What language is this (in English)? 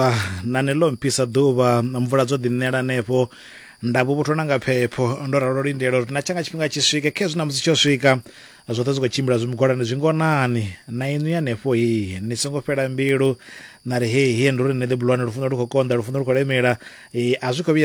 Venda